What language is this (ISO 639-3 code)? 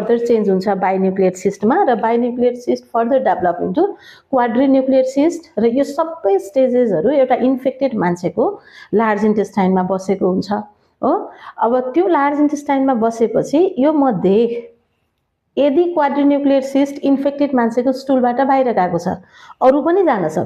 nep